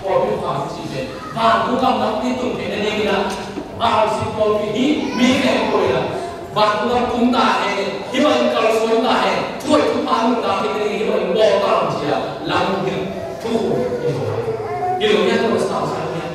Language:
Tedim Chin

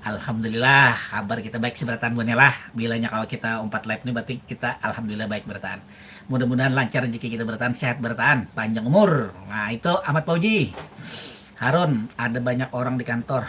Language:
Banjar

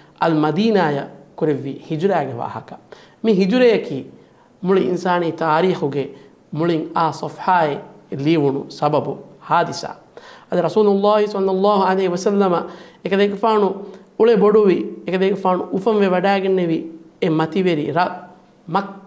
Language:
Divehi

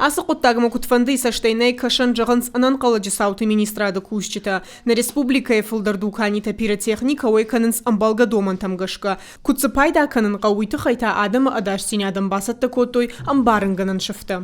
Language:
Ossetic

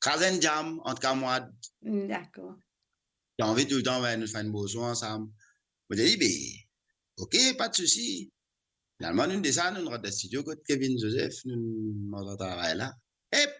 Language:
Morisyen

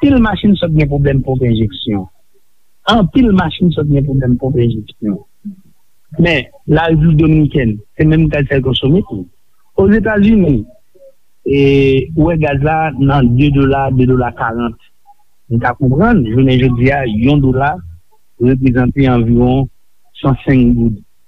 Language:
Haitian Creole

